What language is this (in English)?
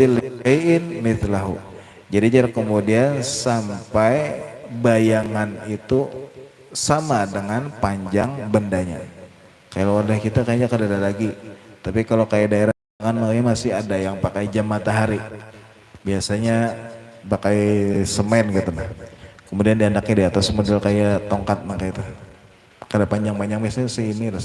Banjar